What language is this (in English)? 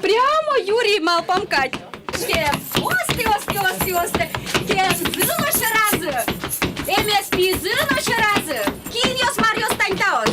Udmurt